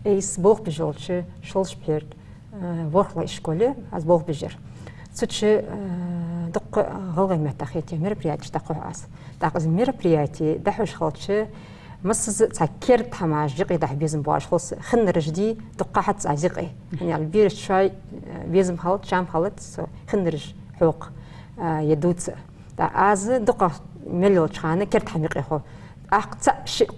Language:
Ingush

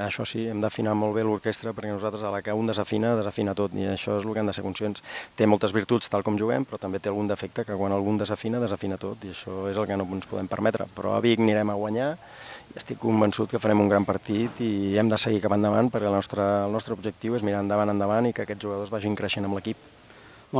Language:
Catalan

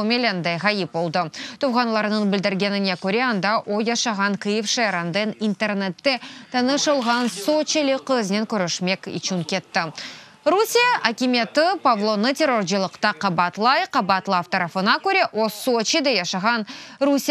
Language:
Crimean Tatar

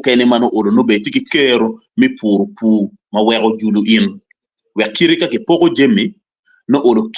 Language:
Acoli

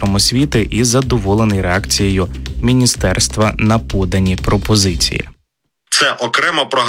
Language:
Ukrainian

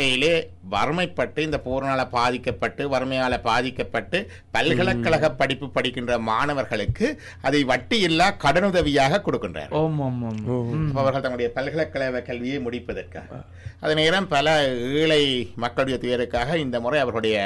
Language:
Tamil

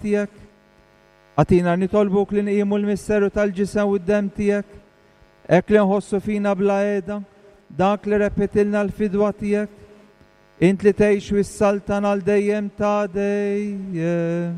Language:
Maltese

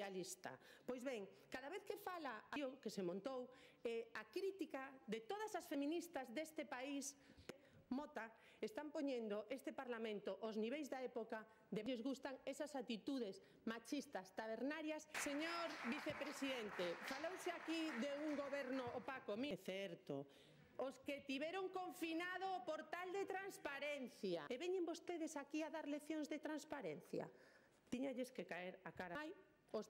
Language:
Galician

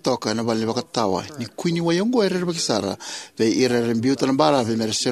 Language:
Fijian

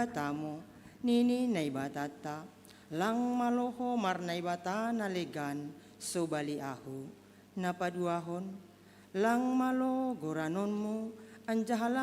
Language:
Batak Simalungun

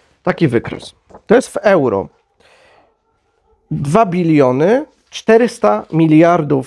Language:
Polish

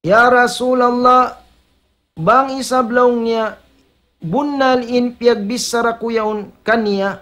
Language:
Tausug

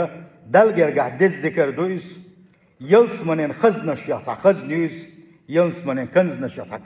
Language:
Chechen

